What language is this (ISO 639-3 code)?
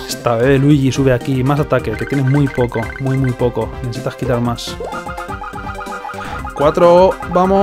spa